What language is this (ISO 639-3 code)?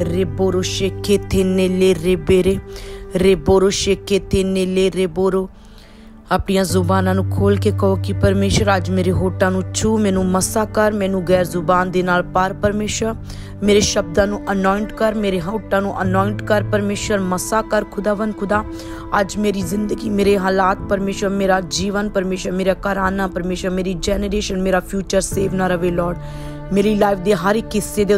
pan